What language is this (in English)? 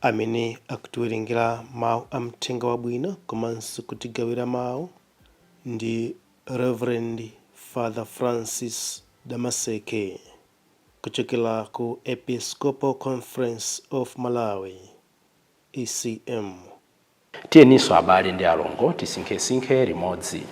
Nyanja